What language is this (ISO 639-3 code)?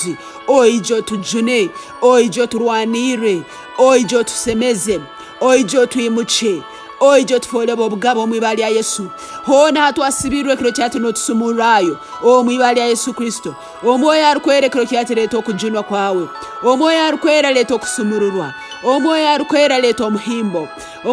ttj